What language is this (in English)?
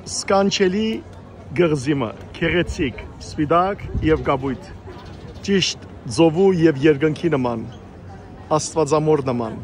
Western Armenian